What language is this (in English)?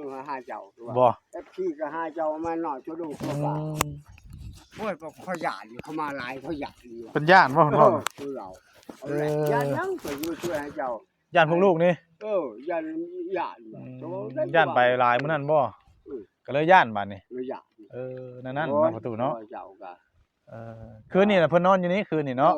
Northeastern Thai